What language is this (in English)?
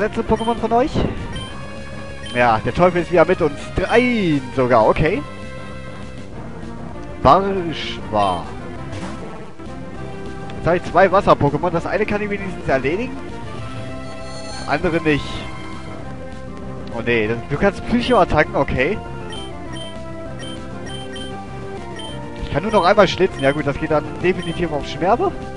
German